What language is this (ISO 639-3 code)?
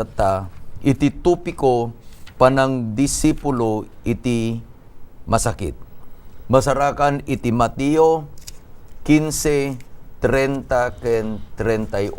ilo